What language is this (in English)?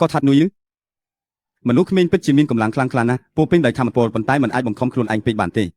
Khmer